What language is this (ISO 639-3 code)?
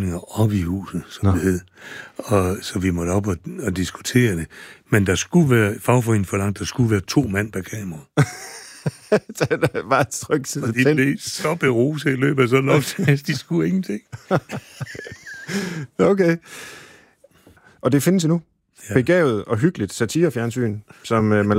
dan